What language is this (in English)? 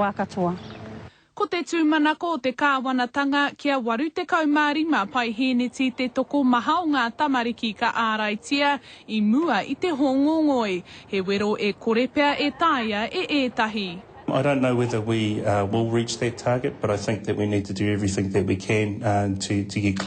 Māori